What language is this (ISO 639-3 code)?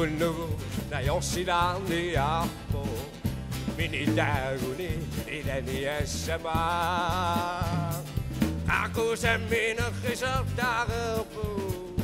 kal